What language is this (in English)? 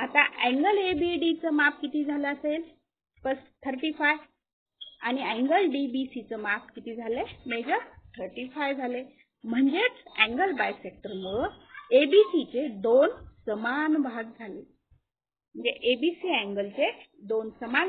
Marathi